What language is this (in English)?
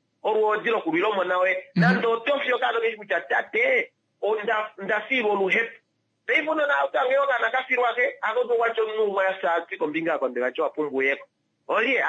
Kuanyama